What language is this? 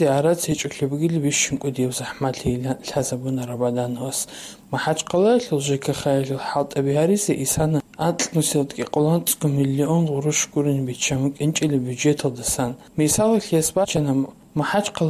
Avaric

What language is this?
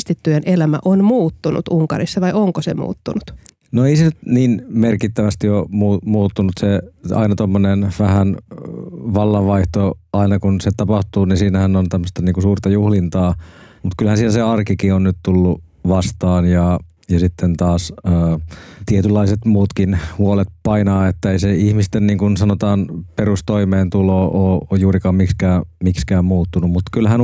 Finnish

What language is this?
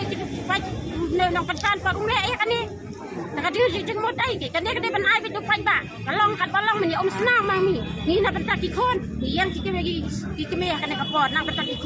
Khasi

